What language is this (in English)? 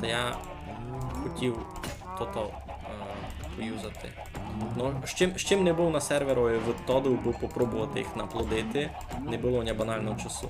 Rusyn